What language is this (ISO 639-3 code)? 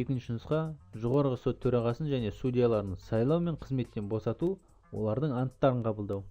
kaz